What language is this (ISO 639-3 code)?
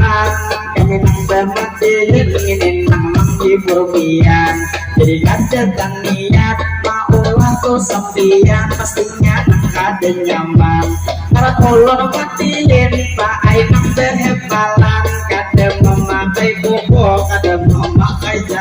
bjn